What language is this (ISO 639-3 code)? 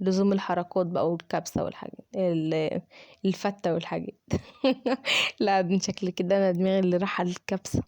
arz